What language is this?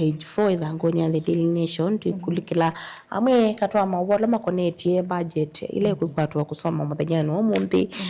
Kamba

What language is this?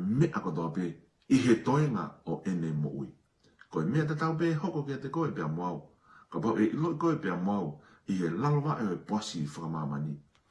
Tongan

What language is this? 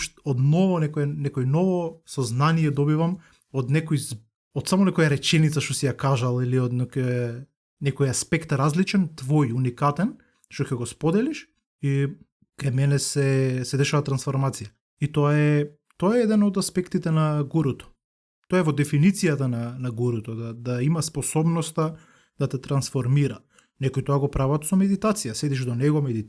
Macedonian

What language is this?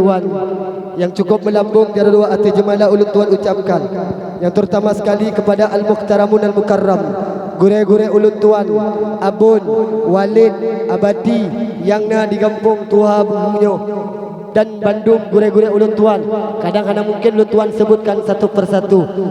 Achinese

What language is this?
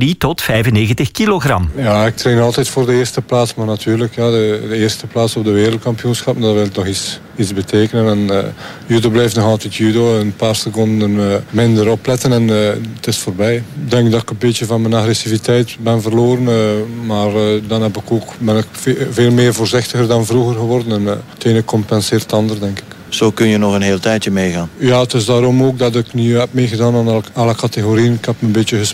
Dutch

